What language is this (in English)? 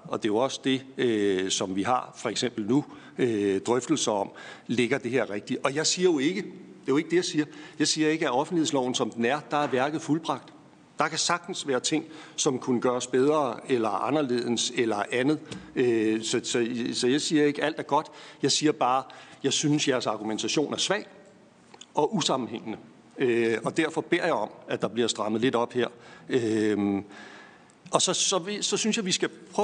Danish